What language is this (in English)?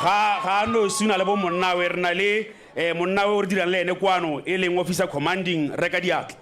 Tswana